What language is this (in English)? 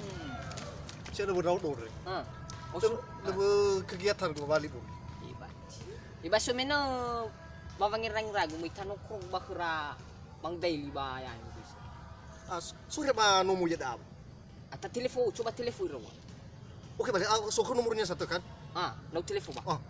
Nias